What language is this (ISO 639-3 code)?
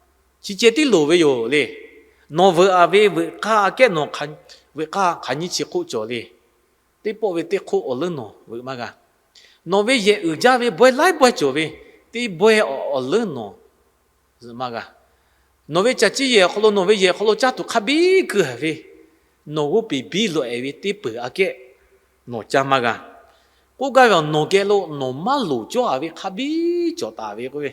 lhu